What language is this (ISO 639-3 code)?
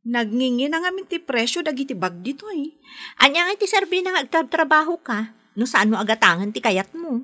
ilo